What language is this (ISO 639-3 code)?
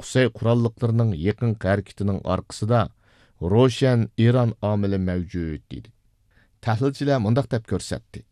uig